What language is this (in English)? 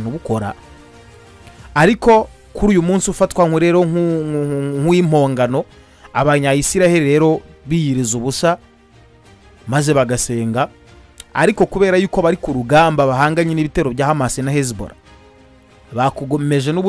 Kinyarwanda